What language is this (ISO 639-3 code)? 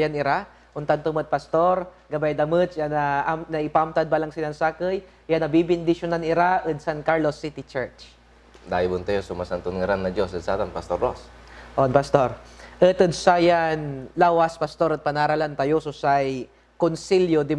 pag